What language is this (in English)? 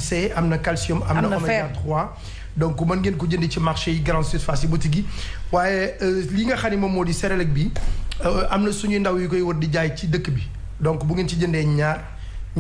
Wolof